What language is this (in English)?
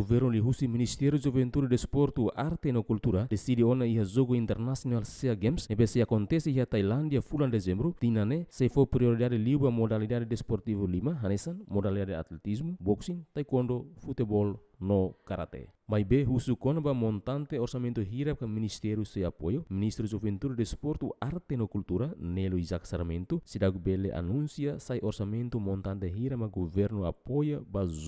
Tetum